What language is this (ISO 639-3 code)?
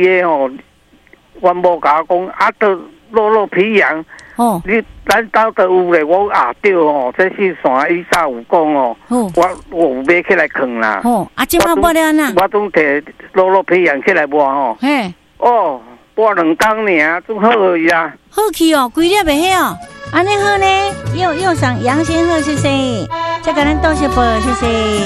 nan